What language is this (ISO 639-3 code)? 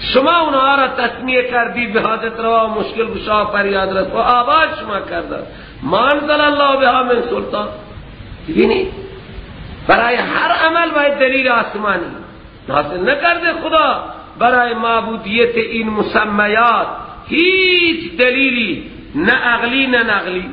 fas